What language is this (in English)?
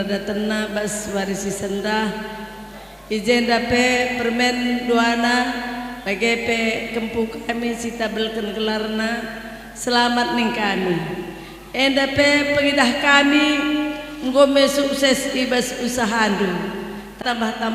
Batak Karo